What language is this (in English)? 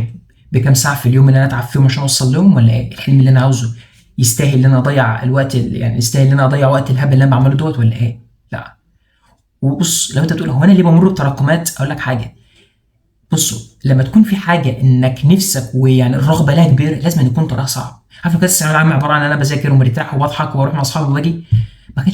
Egyptian Arabic